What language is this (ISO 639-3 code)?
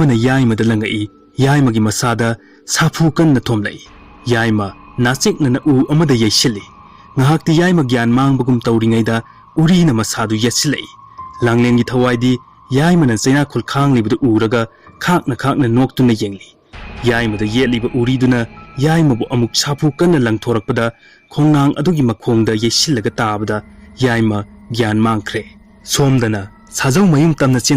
mni